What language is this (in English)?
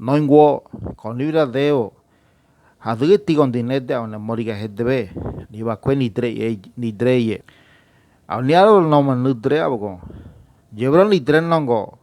Ngäbere